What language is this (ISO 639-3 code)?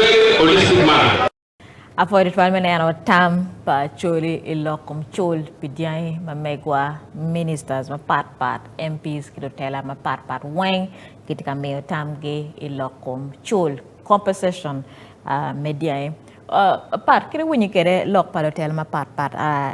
ach